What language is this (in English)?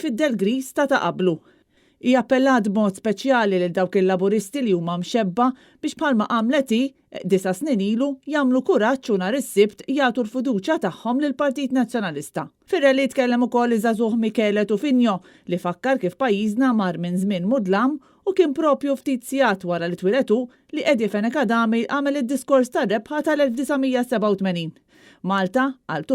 Maltese